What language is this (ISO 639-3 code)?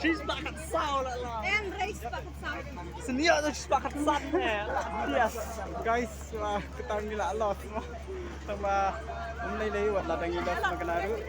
kha